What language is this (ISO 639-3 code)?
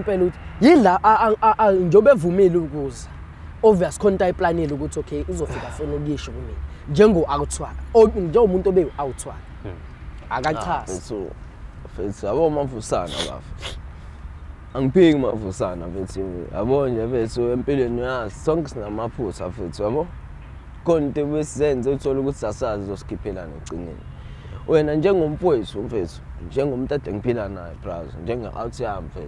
zul